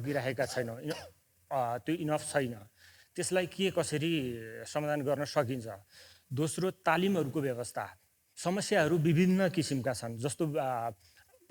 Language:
Nepali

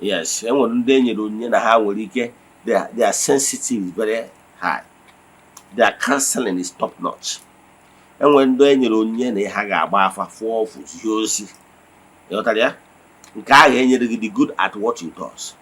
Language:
Igbo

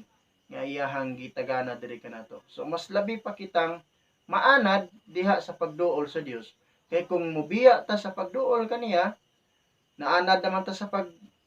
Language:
Cebuano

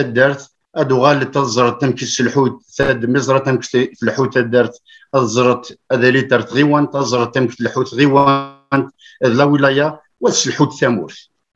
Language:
Kabyle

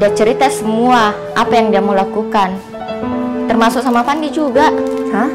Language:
Makassar Malay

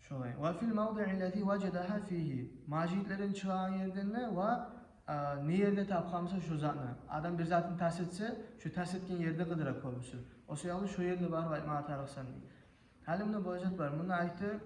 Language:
Kumyk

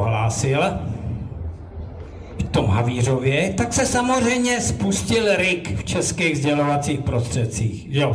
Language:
Czech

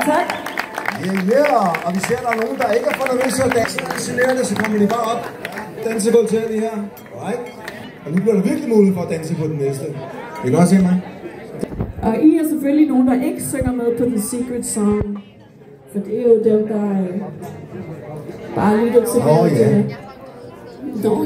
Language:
Danish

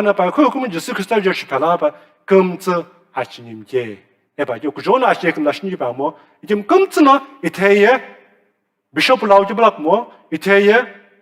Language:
Sumi Naga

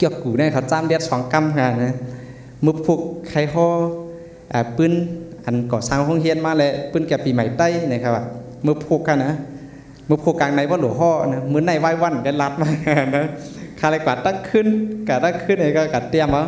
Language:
Shan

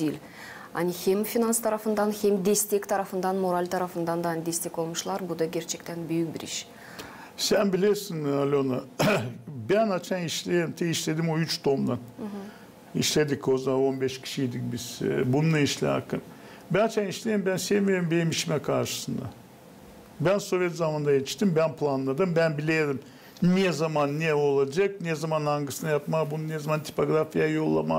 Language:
Gagauz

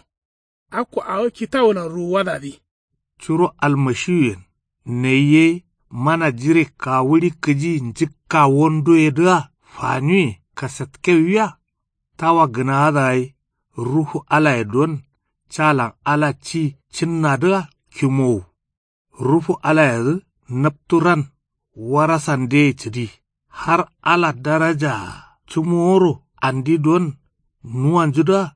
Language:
Kanuri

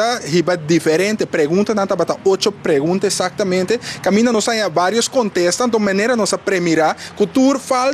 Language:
Papiamento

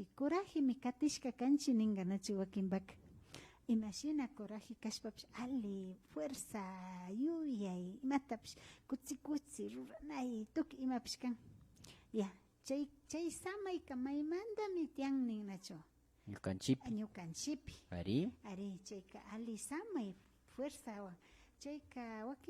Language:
Imbabura Highland Quichua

